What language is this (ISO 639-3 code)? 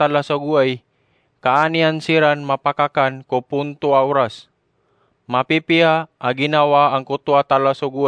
mrw